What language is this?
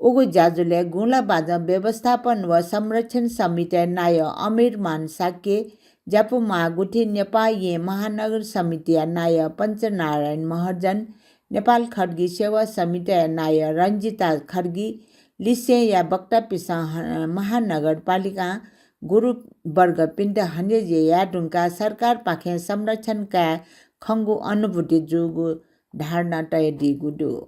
Newari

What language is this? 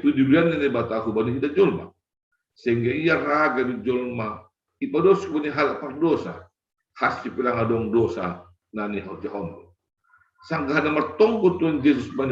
Batak Simalungun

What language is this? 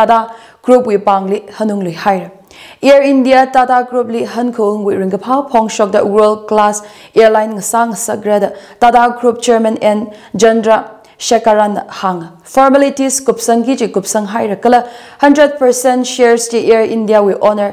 Tangkhul Naga (India)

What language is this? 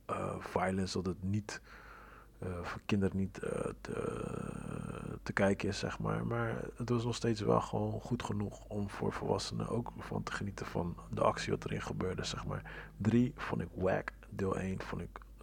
Dutch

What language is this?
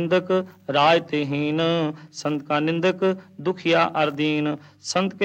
Punjabi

